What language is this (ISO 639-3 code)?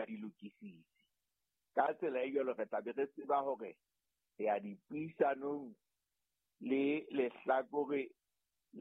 sot